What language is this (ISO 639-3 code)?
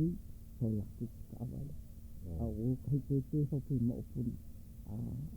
haw